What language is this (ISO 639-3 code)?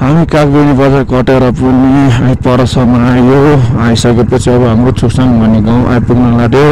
nep